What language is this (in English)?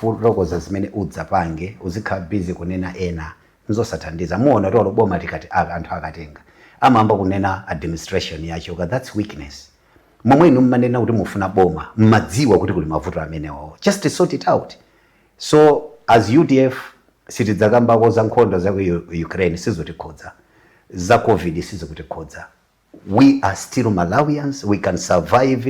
Nyanja